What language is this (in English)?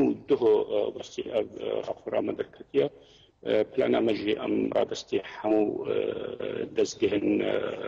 Kurdish